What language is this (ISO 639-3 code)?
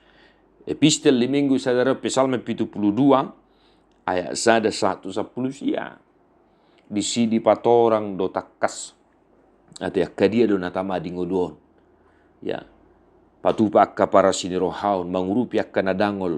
bbc